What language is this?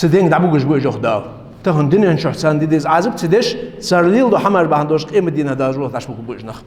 Ingush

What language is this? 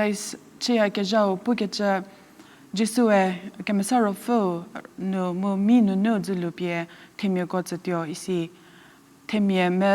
Angami Naga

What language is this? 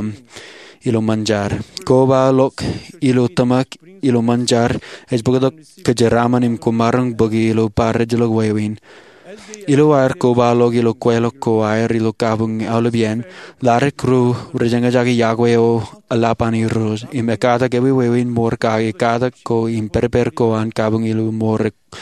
Marshallese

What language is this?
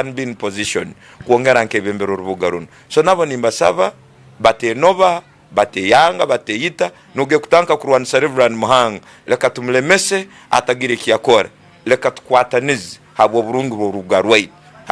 Tooro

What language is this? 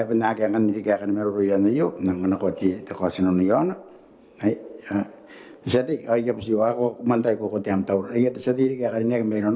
Gilbertese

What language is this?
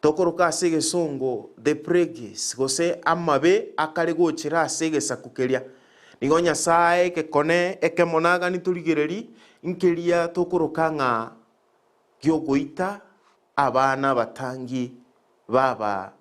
Gusii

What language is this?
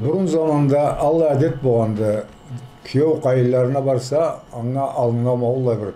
Karachay-Balkar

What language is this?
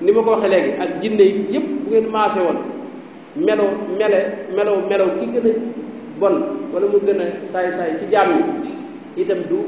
Wolof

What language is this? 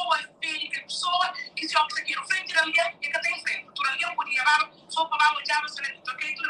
Kabuverdianu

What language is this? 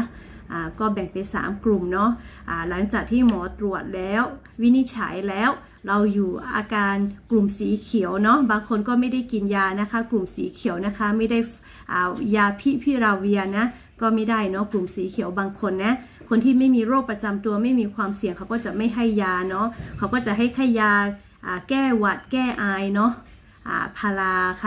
Lahu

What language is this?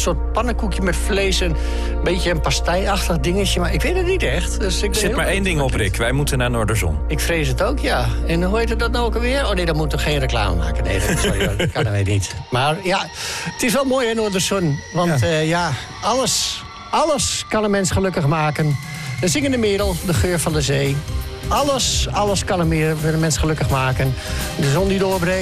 Dutch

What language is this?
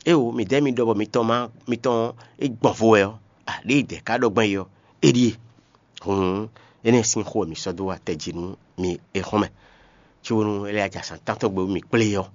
Fon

